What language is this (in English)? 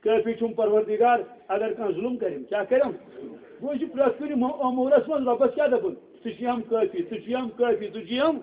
Kashmiri